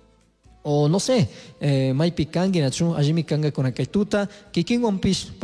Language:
Chimborazo Highland Quichua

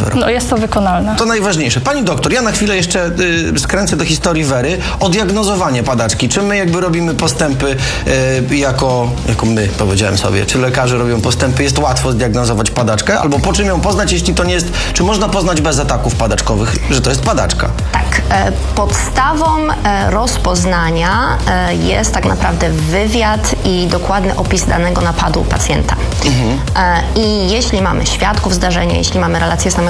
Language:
Polish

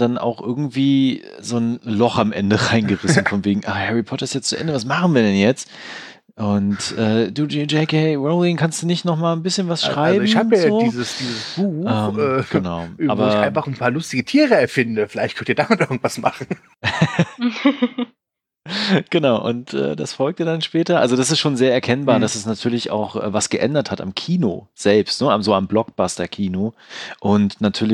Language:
German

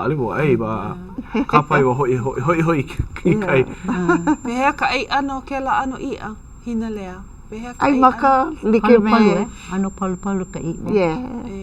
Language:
Hawaiian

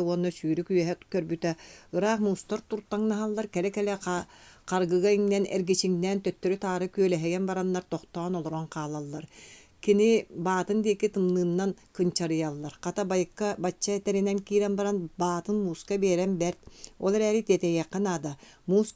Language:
Yakut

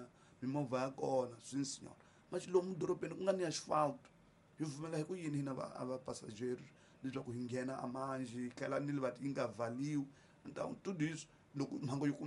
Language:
Tsonga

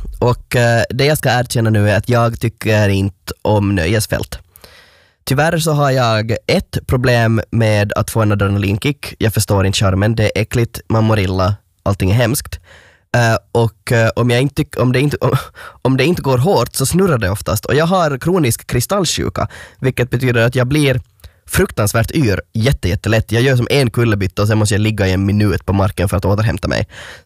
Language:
Swedish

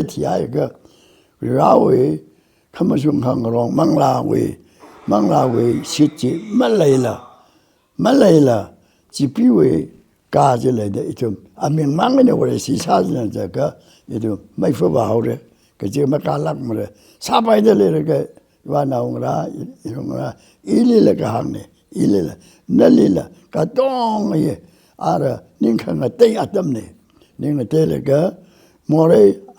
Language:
Tangkhul Naga (India)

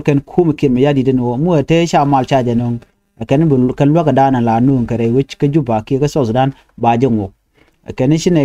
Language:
Nuer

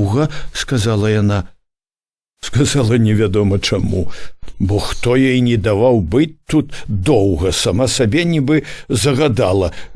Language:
Belarusian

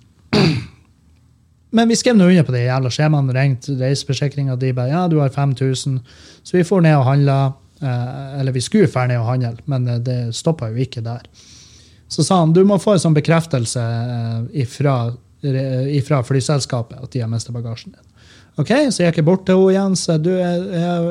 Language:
Norwegian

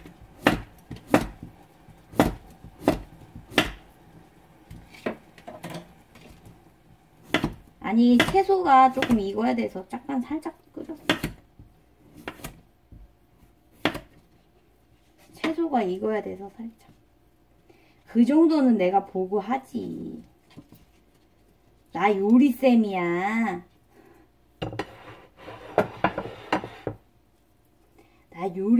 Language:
Korean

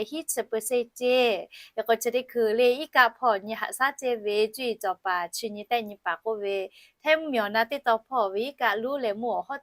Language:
Lahu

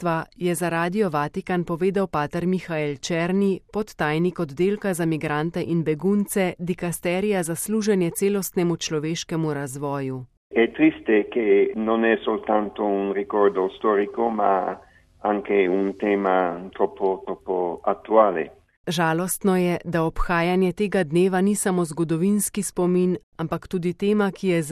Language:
Slovenian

